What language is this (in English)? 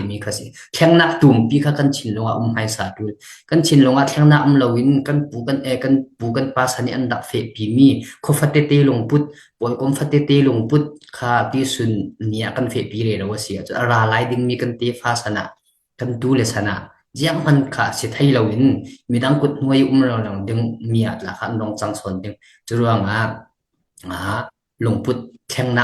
Falam Chin